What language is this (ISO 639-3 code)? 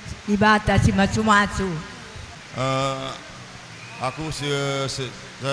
btx